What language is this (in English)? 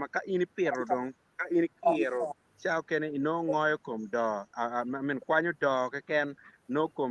Acoli